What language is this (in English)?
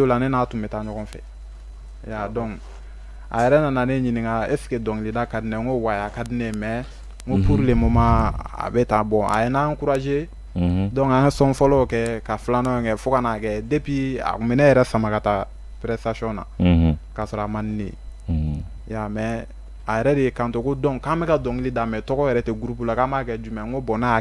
Bambara